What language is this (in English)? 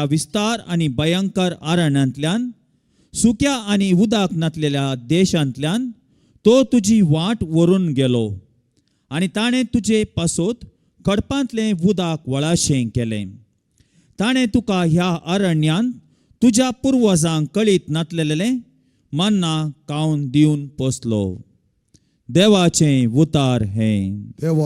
Konkani